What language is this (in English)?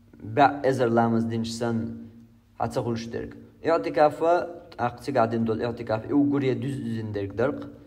Chechen